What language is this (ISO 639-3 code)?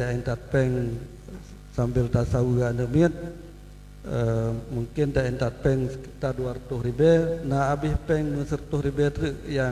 ace